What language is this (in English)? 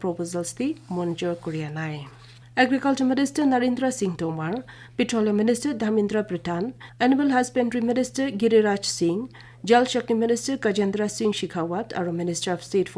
Naga Pidgin